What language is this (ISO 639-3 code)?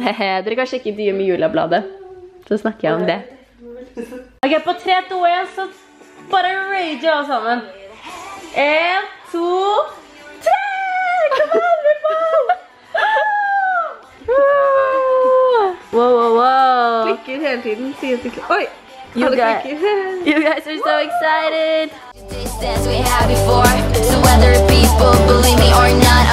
nor